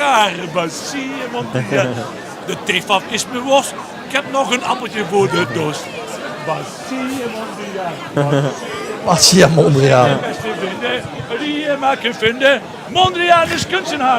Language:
Limburgish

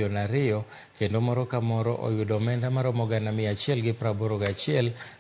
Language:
Luo (Kenya and Tanzania)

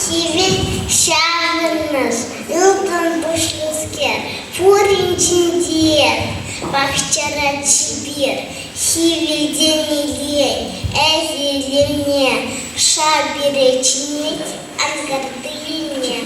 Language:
Chuvash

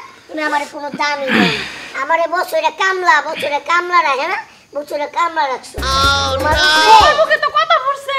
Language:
Bangla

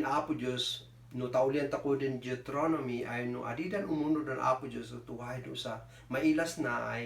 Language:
Kankanaey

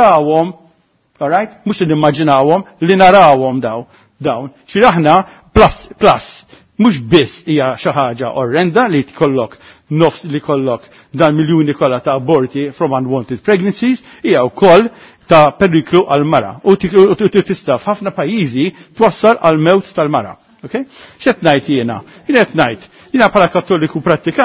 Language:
Maltese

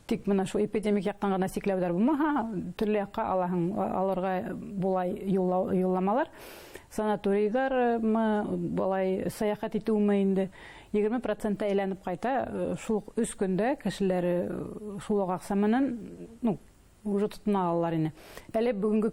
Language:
Bashkir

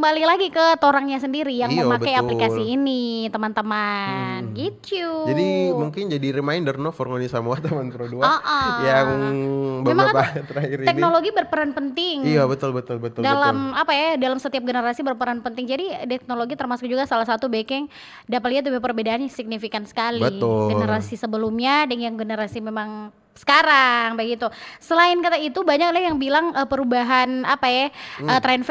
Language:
Manado Malay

